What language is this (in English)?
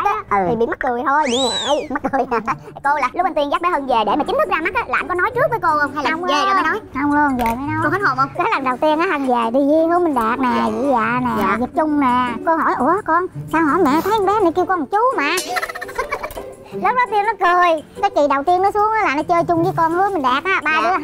Vietnamese